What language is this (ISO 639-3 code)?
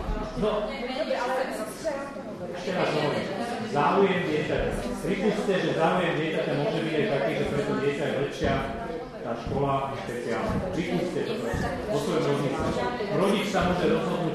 slk